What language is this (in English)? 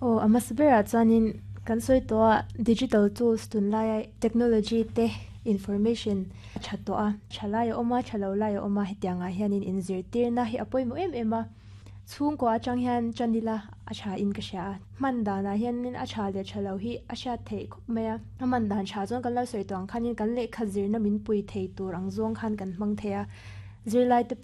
Mizo